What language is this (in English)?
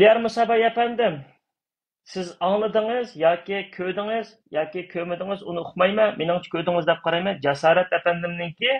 Uyghur